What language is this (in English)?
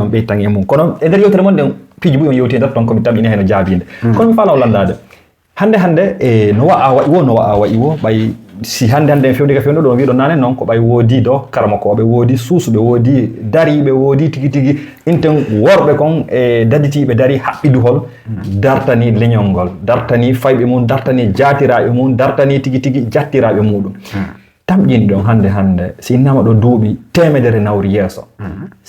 Fula